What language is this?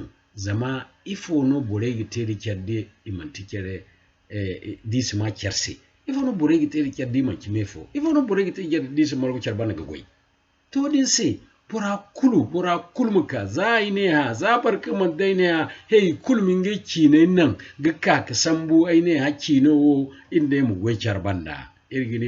Zarma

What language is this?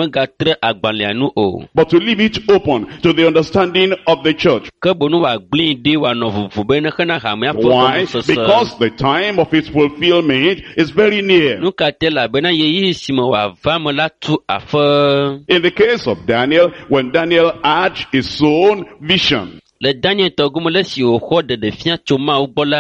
Ewe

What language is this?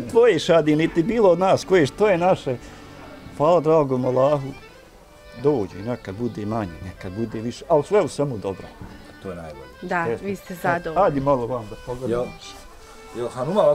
Bosnian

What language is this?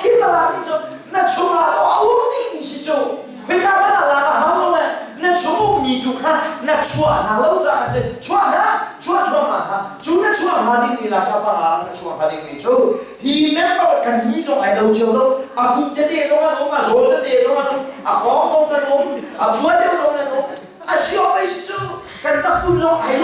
Hakha Chin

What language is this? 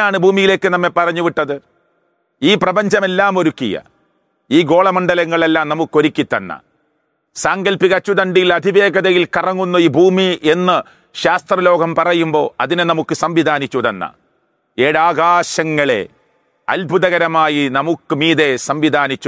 Malayalam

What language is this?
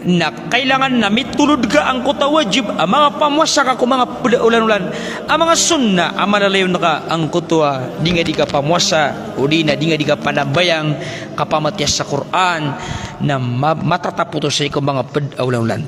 Maranao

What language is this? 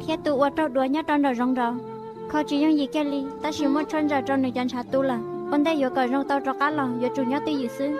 Hmong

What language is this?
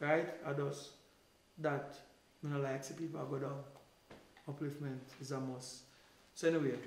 Jamaican Creole English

